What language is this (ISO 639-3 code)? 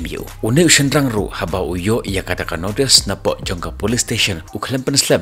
kha